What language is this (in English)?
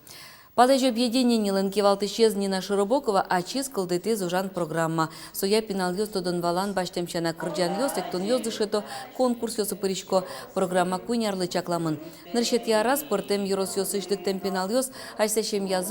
Udmurt